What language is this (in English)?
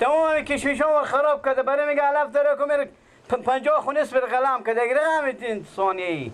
Persian